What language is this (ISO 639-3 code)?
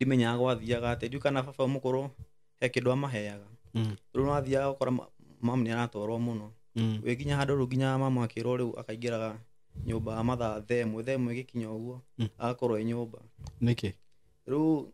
kik